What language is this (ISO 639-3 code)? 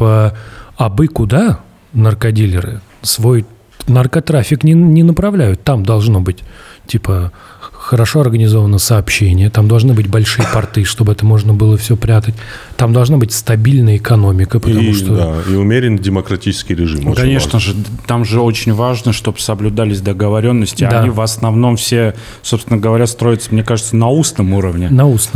rus